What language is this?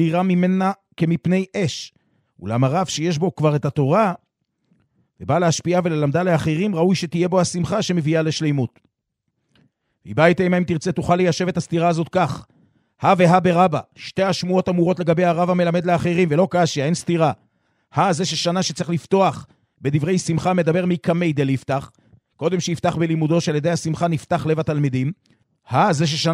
Hebrew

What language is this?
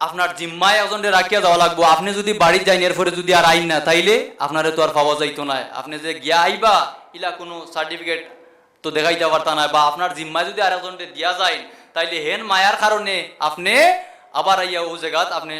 Sylheti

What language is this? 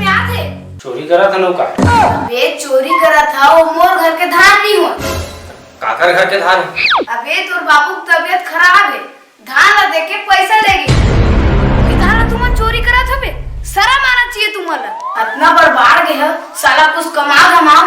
Chhattisgarhi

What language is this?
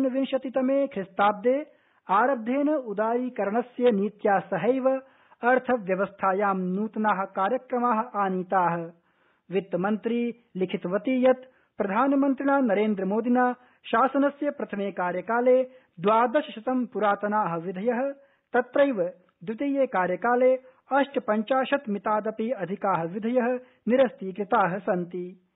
Sanskrit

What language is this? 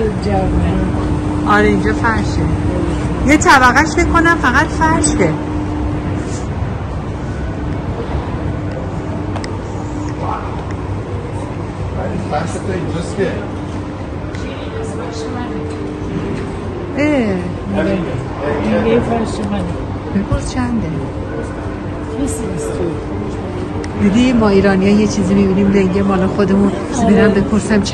Persian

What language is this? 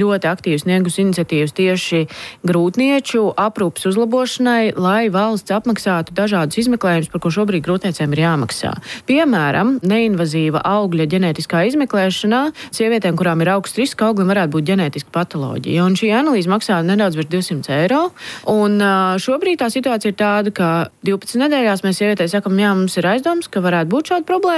Latvian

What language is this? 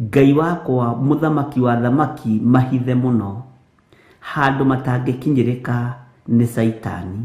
Kikuyu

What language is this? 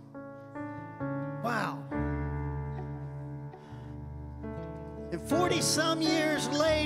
English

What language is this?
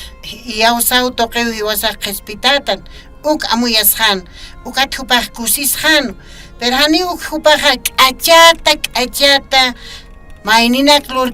Aymara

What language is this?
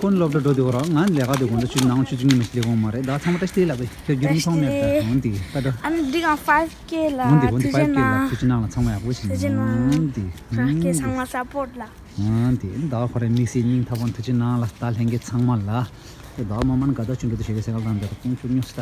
Tibetan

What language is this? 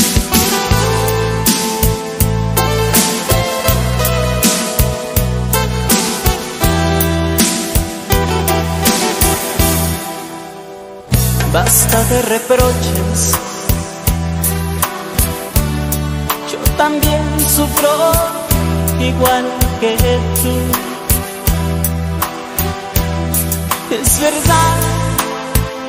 Spanish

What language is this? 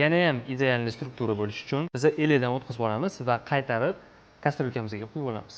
Uzbek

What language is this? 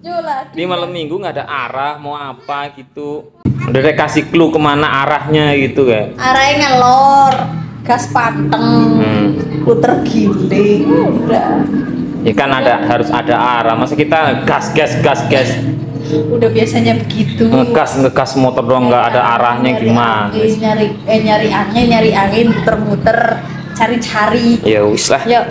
Betawi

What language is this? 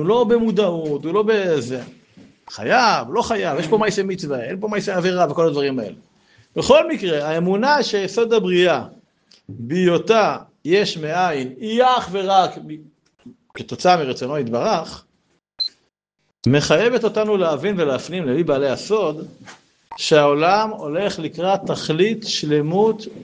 Hebrew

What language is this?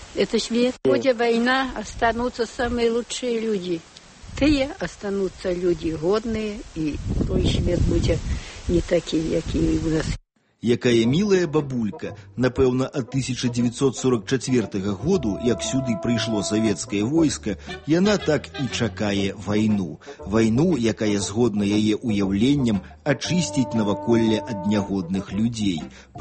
Belarusian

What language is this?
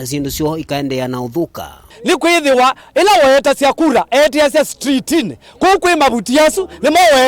Kamba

